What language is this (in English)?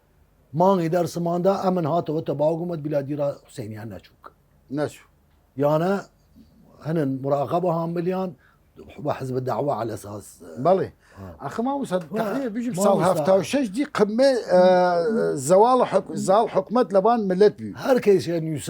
Southern Kurdish